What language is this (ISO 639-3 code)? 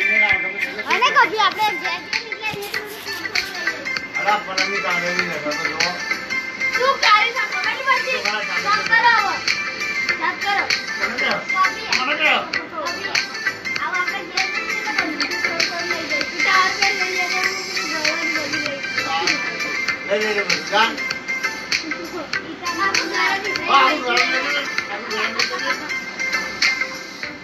guj